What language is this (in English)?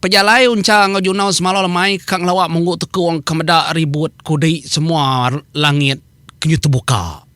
Iban